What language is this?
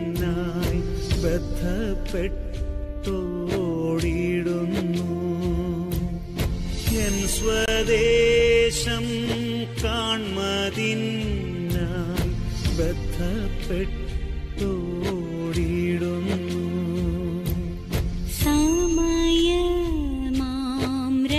Malayalam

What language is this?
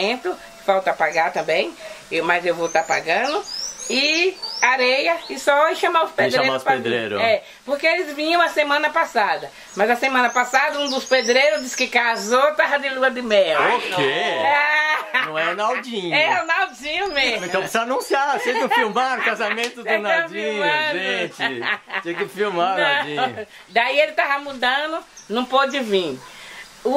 Portuguese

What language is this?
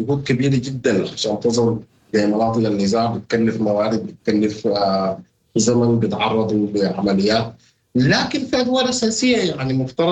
Sudanese Arabic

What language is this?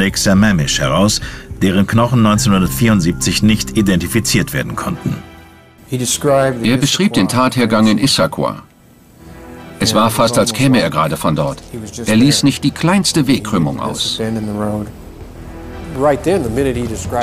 German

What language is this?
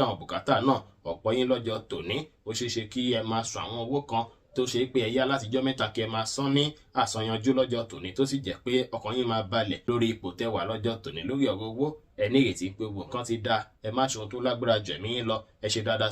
Yoruba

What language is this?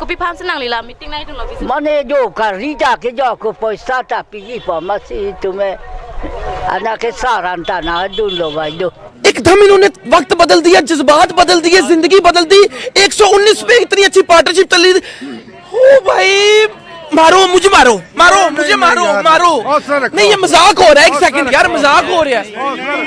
Karbi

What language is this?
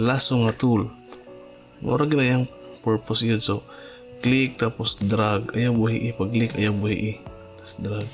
Cebuano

